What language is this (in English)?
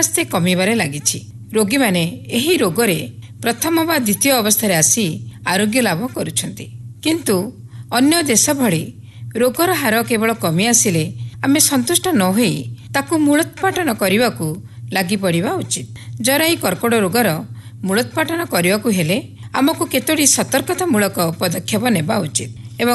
Odia